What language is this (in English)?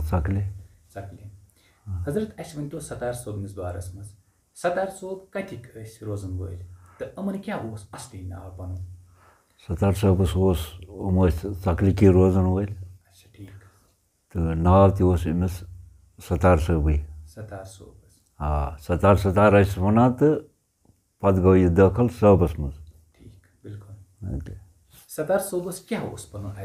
Kashmiri